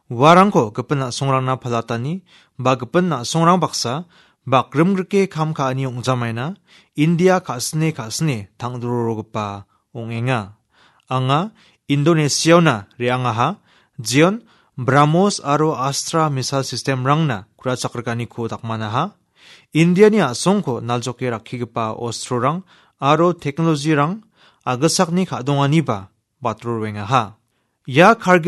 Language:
Garo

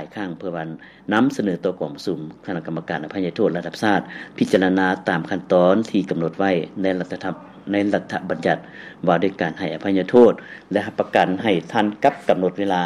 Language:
Lao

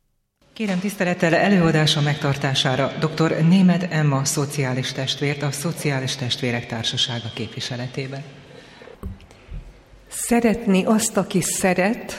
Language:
Hungarian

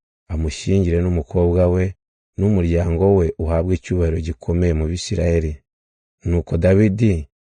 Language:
Kinyarwanda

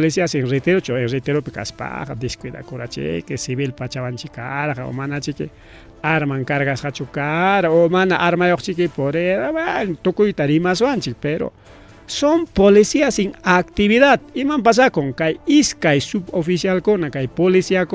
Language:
Ayacucho Quechua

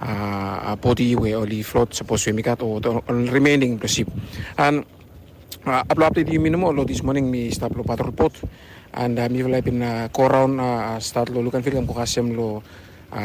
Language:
Bislama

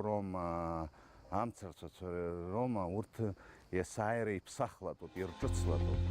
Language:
Abkhazian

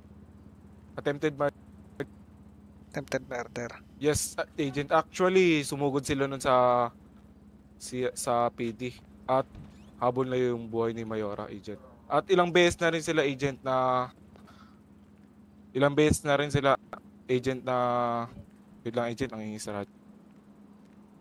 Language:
Filipino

